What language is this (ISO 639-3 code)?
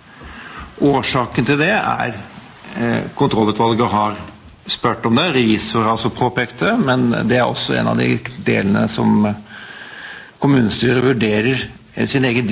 nor